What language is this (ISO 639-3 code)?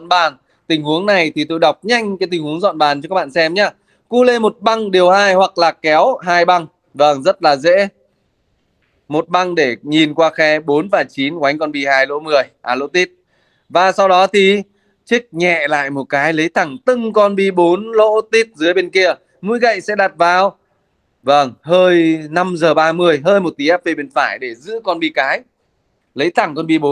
vie